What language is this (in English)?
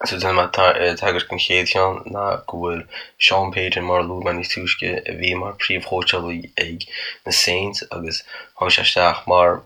Irish